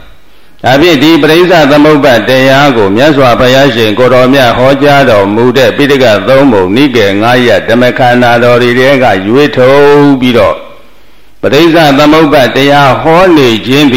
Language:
Burmese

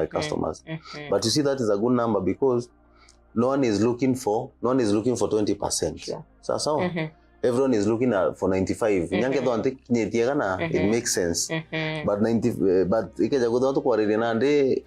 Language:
Meru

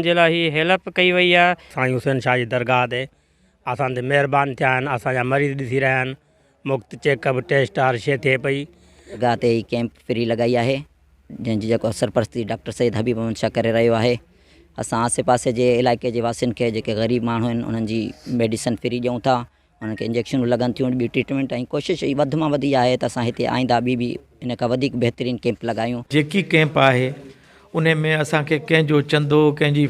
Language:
Sindhi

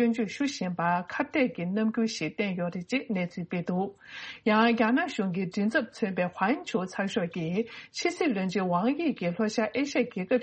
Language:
Tibetan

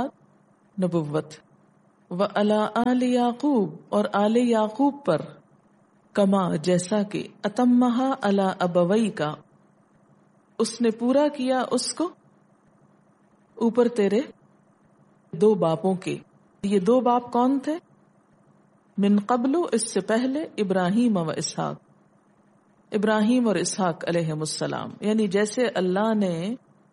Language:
Urdu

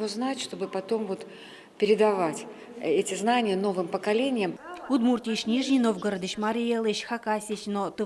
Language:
Udmurt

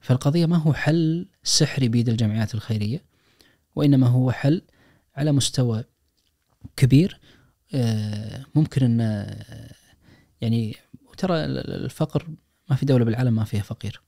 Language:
Najdi Arabic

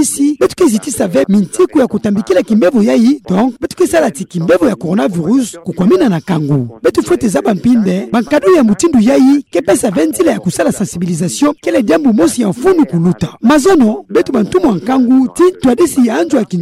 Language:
Kituba (Democratic Republic of Congo)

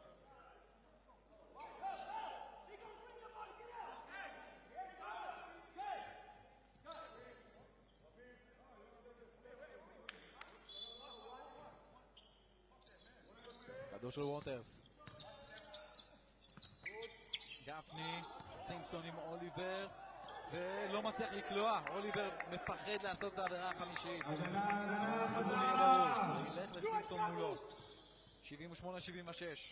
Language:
Hebrew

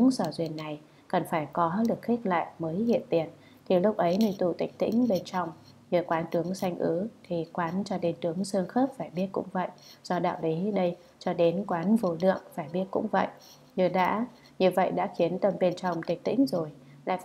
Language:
Vietnamese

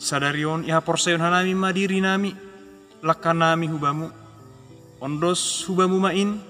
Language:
Batak Simalungun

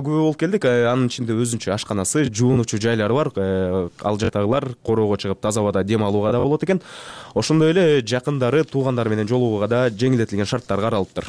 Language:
Kyrgyz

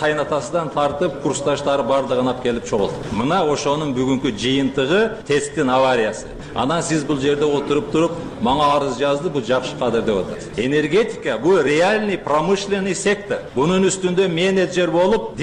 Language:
Kyrgyz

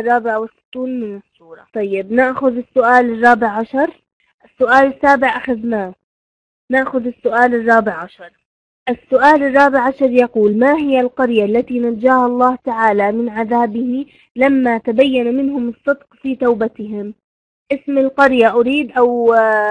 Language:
Egyptian Arabic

